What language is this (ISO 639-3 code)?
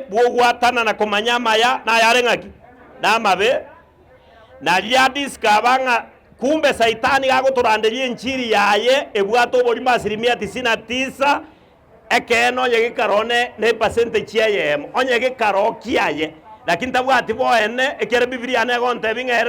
guz